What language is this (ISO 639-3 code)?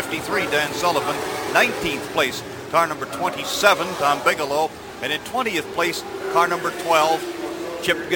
eng